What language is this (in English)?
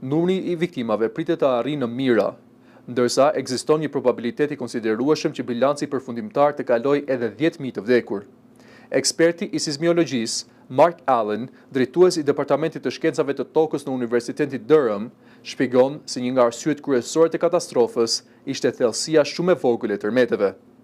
Albanian